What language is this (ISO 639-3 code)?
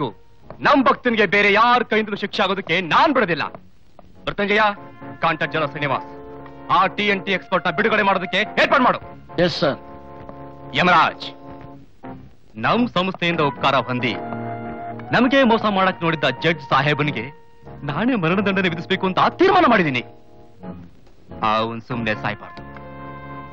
kan